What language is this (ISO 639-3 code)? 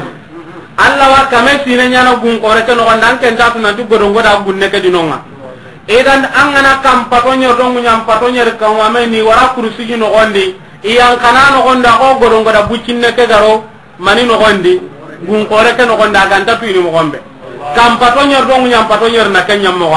snk